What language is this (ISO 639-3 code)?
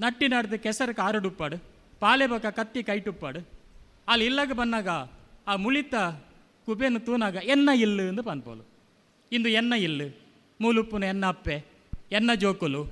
tcy